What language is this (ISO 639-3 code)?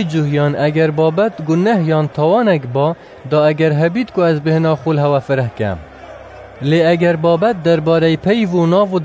kur